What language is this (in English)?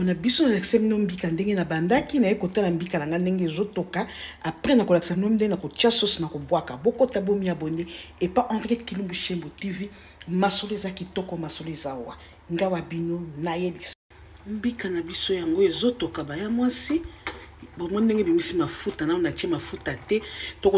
Lingala